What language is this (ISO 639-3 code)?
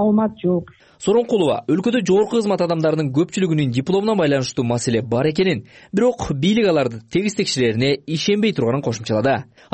kir